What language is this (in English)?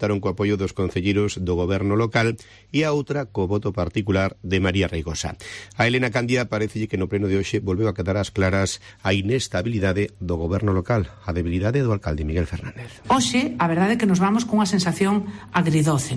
Galician